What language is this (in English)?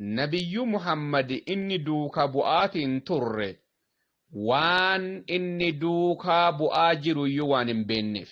Oromo